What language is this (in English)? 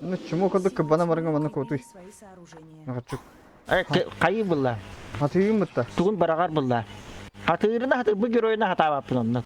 Yakut